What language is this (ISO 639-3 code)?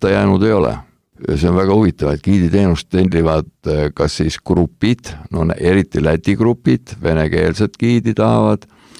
est